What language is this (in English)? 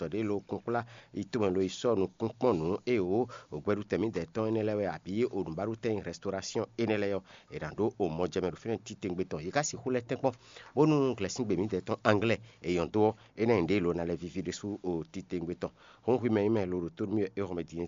Fon